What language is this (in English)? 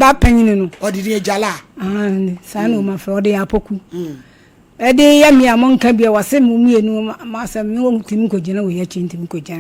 Akan